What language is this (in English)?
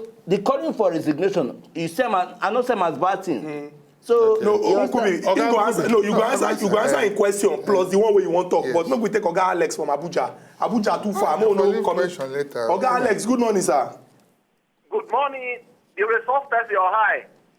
Nigerian Pidgin